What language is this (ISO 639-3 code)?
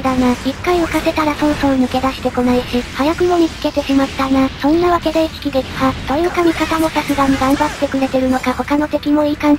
jpn